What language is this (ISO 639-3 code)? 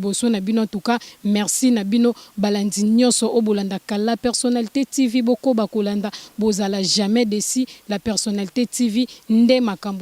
lin